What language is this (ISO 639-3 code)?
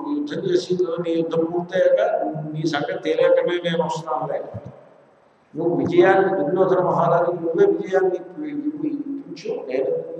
tel